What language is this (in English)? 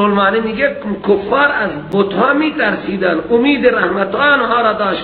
Persian